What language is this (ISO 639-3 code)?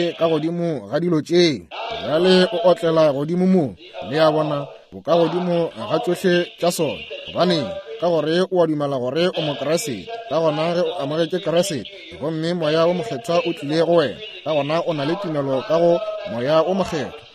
nso